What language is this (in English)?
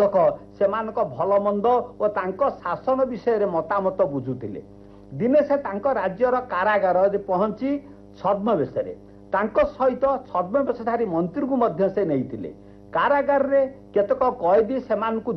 Odia